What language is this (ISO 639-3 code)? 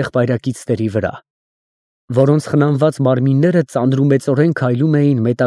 hye